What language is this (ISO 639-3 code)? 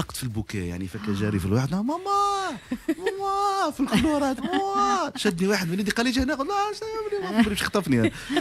aeb